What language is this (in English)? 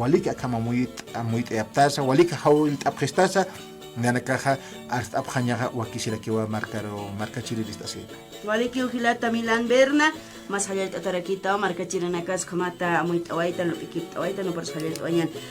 Aymara